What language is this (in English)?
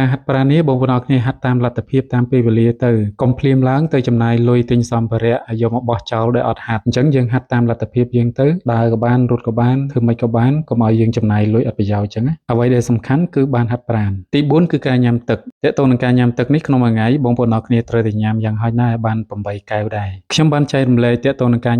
Khmer